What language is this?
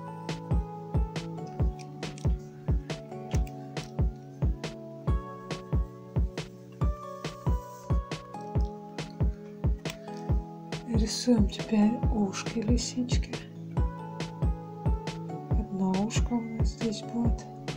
Russian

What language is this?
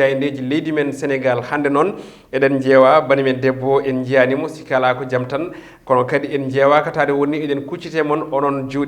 Fula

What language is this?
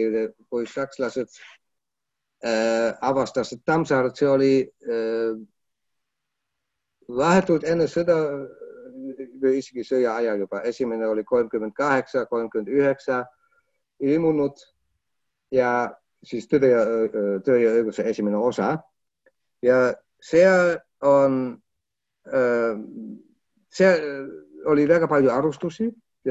Estonian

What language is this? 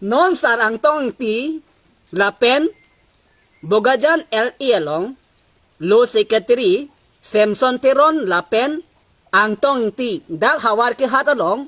Karbi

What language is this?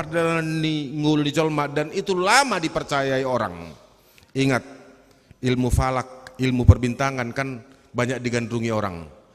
Batak Toba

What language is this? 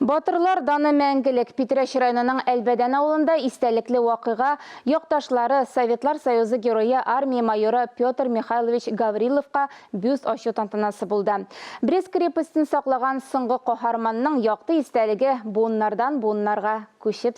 Tatar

